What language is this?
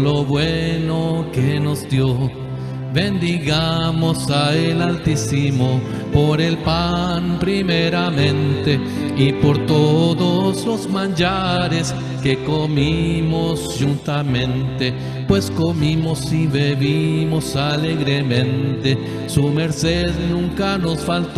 Ladino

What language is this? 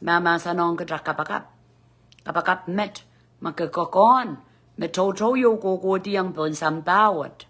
Pohnpeian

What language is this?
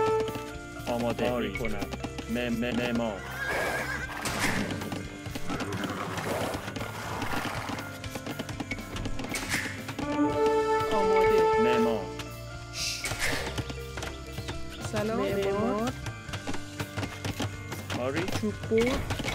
Persian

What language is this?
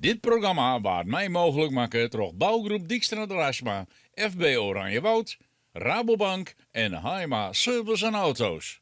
Western Frisian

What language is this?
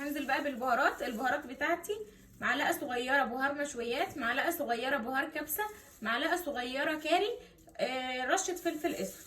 Egyptian Arabic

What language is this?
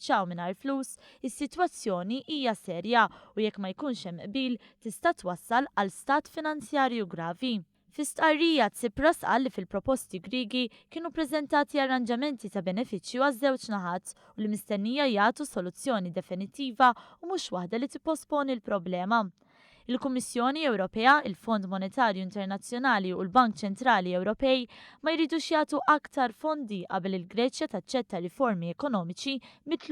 Maltese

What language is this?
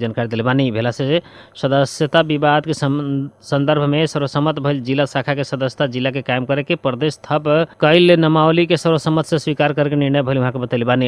Bhojpuri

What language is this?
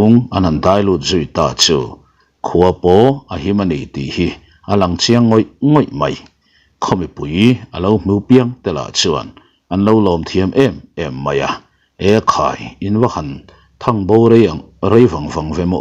Mizo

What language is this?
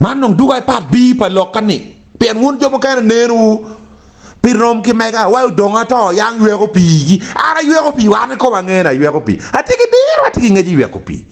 Acoli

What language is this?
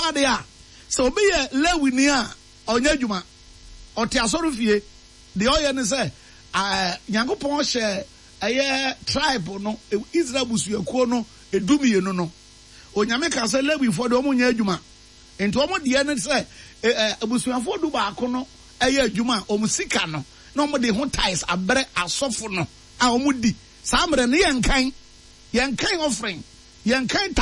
Akan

